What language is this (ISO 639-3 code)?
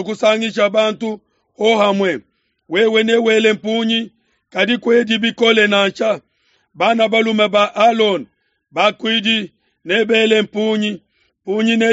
lua